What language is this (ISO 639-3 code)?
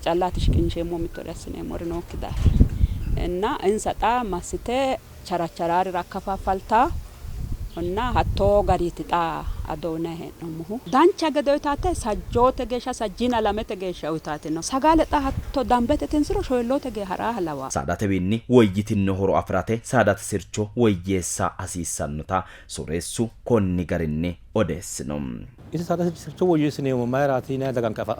sid